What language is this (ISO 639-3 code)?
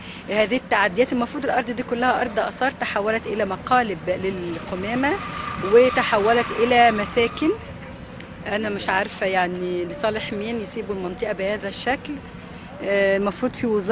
arz